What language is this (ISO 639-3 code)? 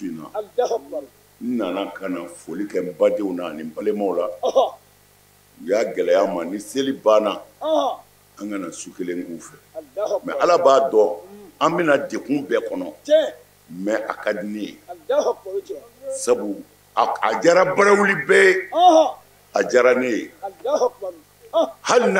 bam